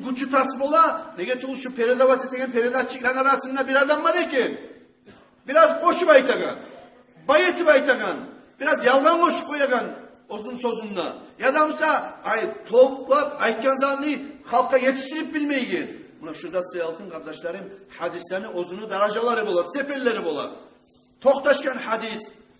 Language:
Kumyk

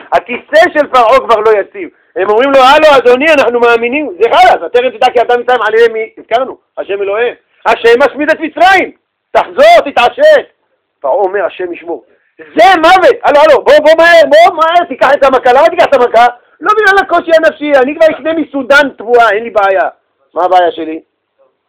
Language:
Hebrew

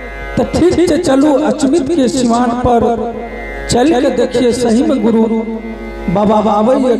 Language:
Angika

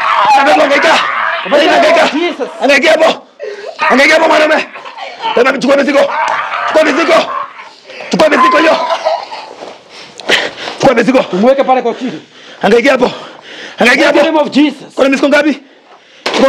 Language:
Swahili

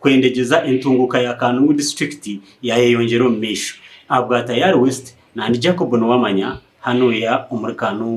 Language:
Nyankole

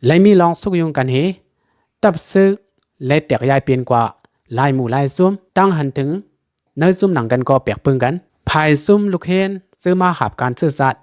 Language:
Shan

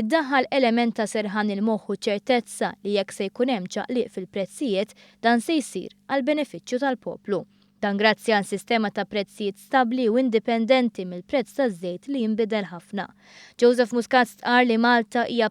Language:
Maltese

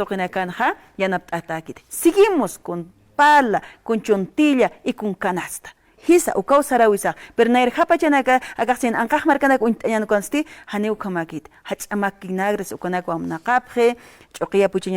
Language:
Aymara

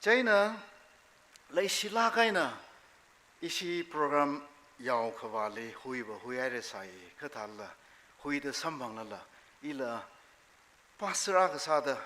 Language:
Tangkhul Naga (India)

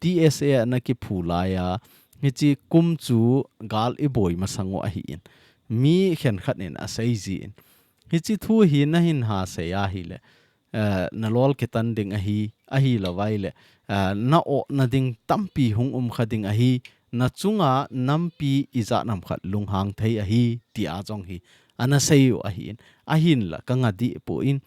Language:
Thado Chin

